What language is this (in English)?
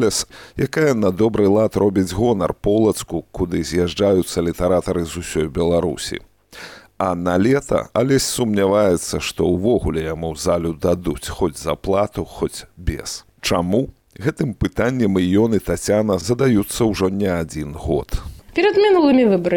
Belarusian